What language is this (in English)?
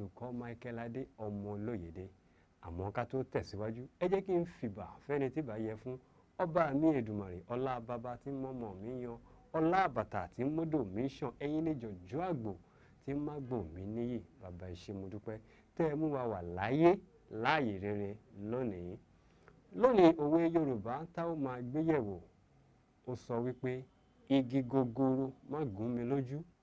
Yoruba